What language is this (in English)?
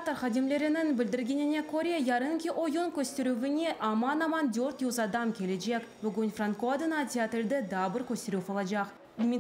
Crimean Tatar